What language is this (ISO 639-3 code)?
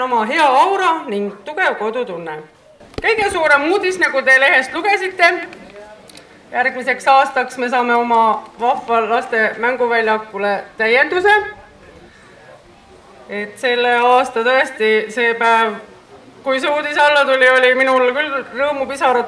est